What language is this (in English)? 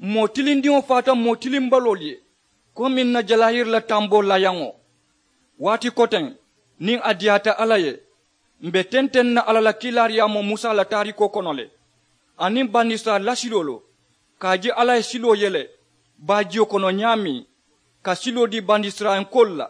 Mandingo